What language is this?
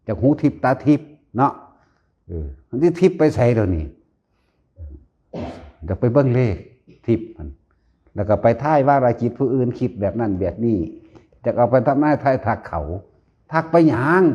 Northeastern Thai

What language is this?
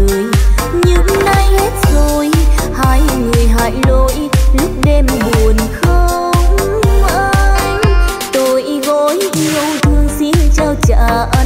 Vietnamese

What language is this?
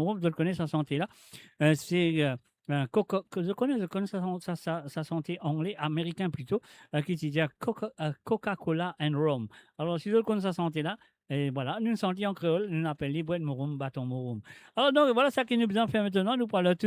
Morisyen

